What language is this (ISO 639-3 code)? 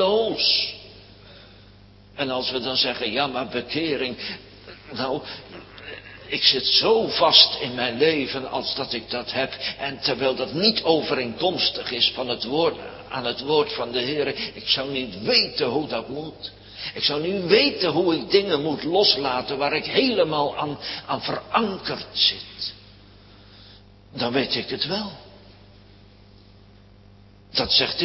nld